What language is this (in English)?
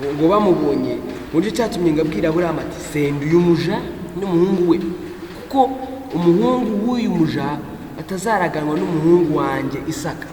Kinyarwanda